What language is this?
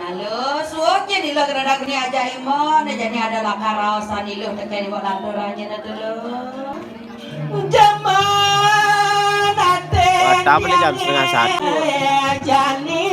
Balinese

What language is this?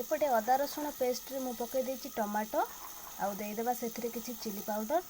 Odia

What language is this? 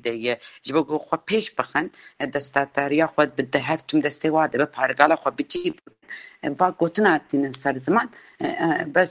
Kurdish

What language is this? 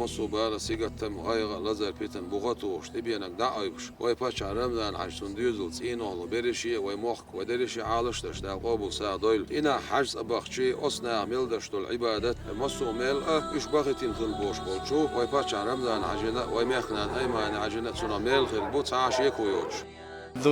Chechen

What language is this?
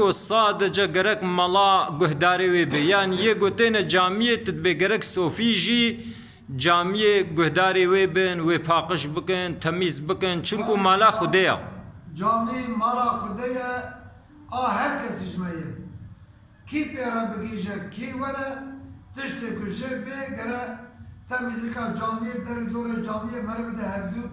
Kurdish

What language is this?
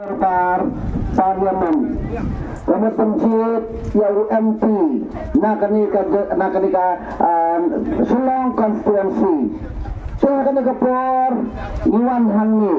Khasi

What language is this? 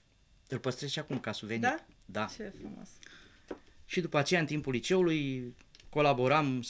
Romanian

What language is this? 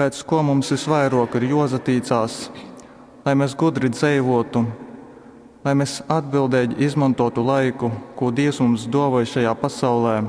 Latgalian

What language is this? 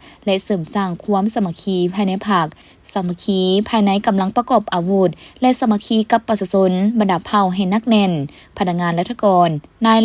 Lao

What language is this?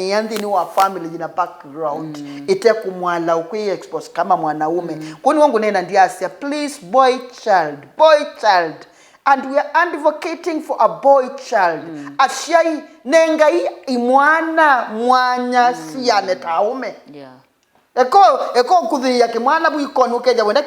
Kamba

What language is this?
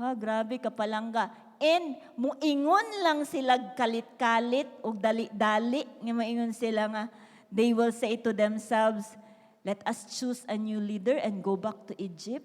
Cebuano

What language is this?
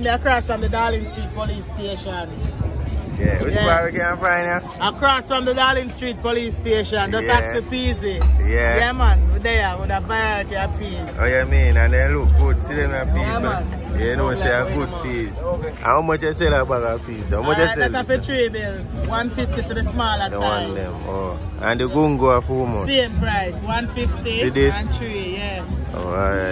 Jamaican Creole English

